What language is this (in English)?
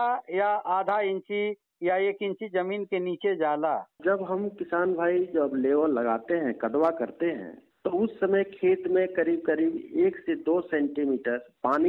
Hindi